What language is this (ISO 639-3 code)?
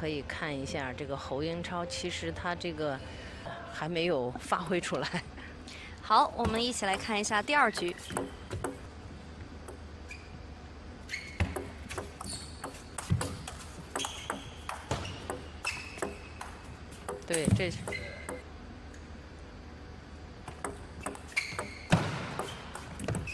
zho